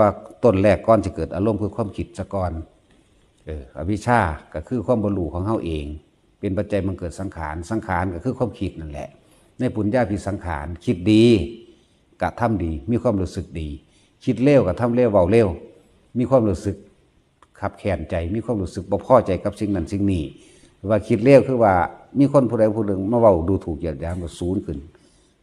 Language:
Northeastern Thai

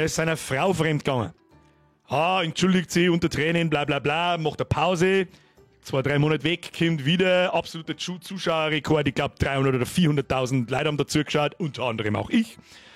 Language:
Bavarian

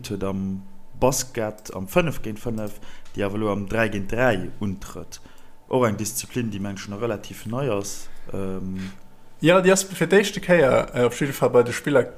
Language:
Luxembourgish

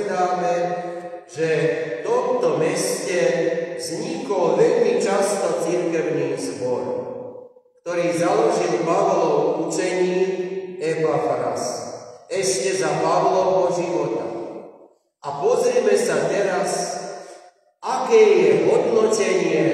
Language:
Slovak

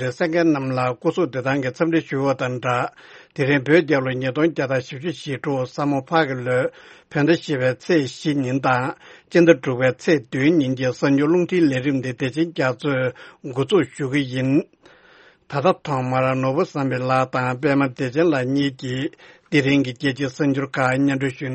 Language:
Tibetan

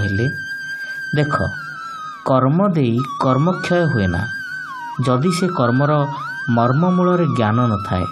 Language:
Odia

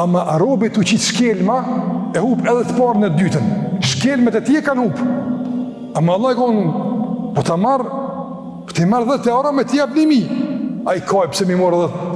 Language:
Albanian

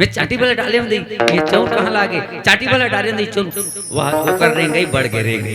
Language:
Chhattisgarhi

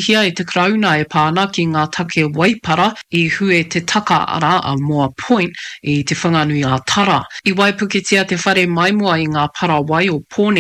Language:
Māori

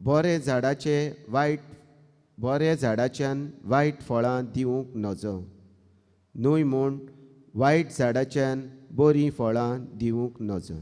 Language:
Konkani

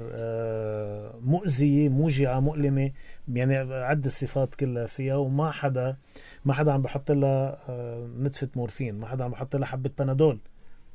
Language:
North Levantine Arabic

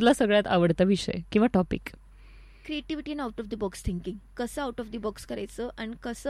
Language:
Marathi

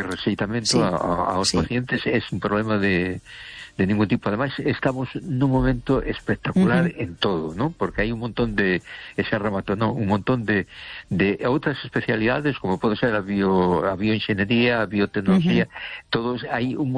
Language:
Galician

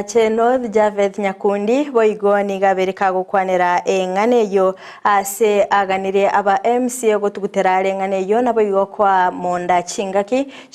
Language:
Gusii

